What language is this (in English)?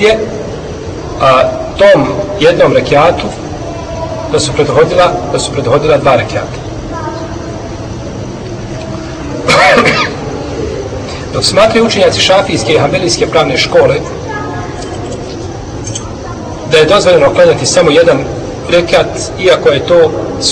Bosnian